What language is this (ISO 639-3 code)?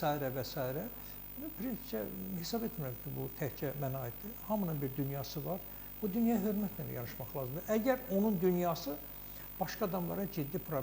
aze